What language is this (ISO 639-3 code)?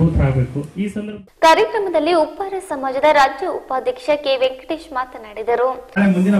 kan